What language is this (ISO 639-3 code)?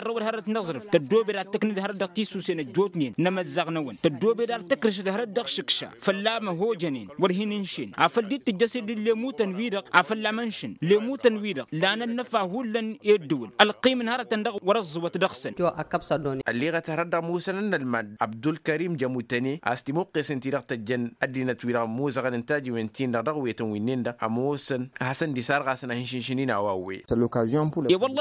taq